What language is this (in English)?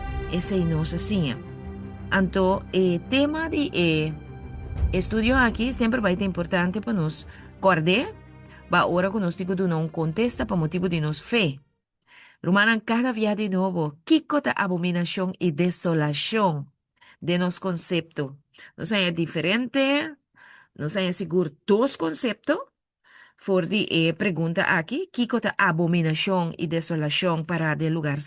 Papiamento